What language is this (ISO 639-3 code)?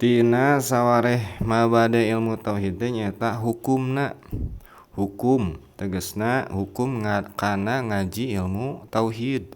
sun